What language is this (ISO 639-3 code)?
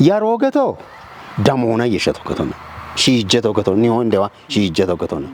kbr